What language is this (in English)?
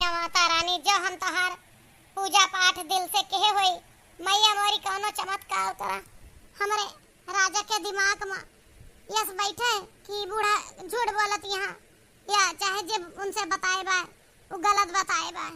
Awadhi